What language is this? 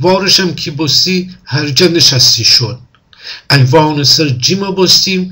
Gilaki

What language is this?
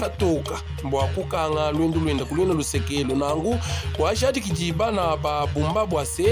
Luba-Lulua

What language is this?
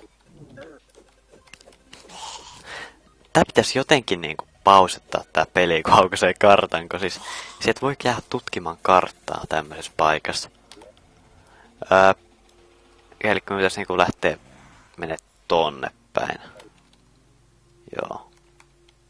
Finnish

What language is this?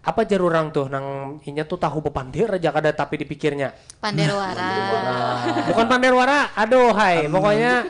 Banjar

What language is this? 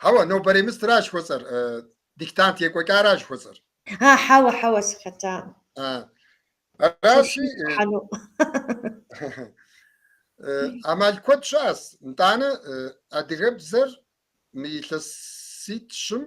Kabardian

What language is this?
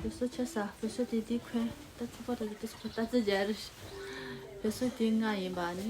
Tibetan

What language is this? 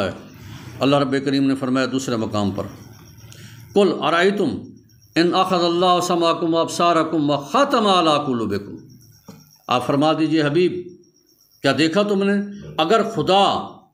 Urdu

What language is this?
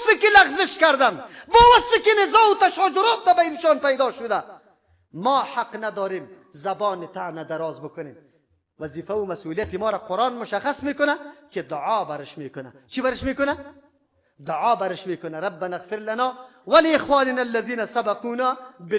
Persian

